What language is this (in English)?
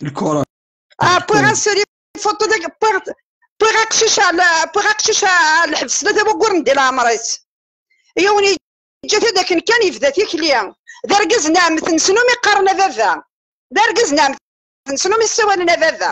Kabyle